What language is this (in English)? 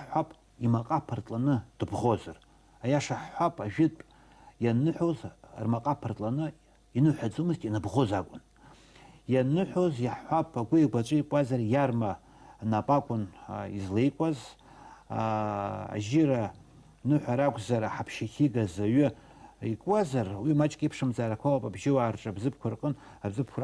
Abkhazian